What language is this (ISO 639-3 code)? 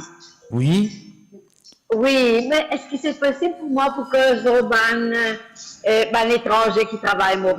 mfe